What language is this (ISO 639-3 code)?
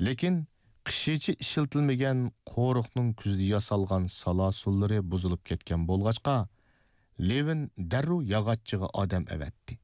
uig